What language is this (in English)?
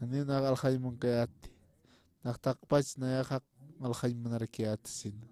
Aymara